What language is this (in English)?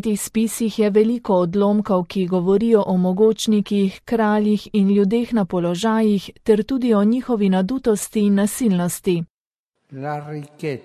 Slovenian